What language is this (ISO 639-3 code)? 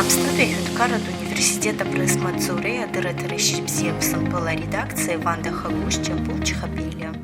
abk